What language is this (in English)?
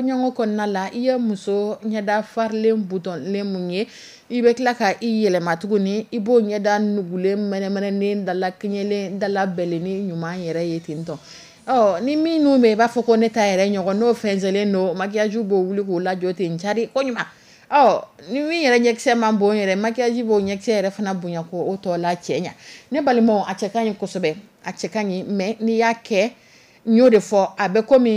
Dyula